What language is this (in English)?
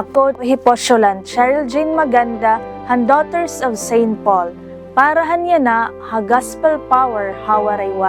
Waray